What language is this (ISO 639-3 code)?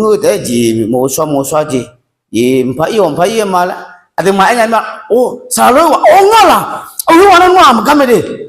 ahk